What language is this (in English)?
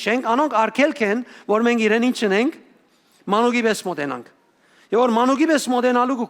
Western Armenian